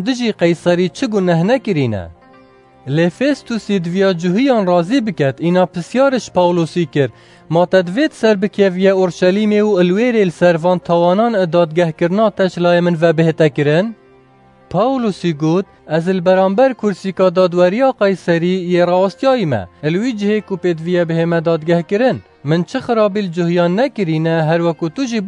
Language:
Kurdish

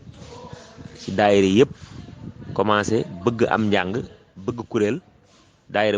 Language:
Wolof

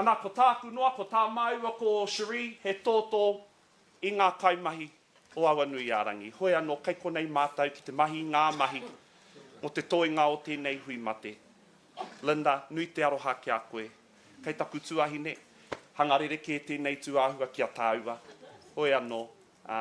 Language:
Māori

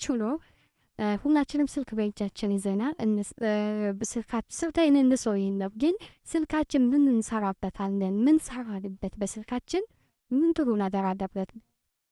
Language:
Amharic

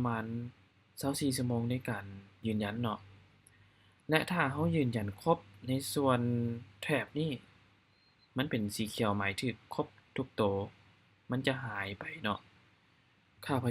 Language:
Lao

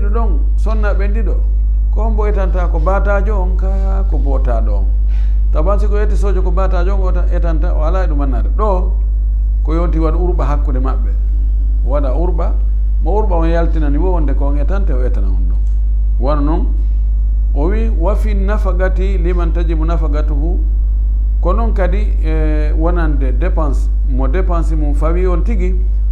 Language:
Fula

